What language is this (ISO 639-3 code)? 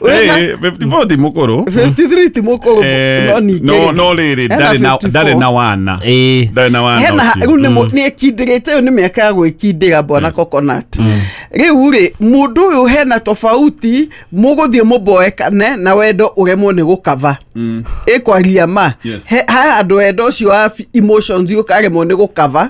kik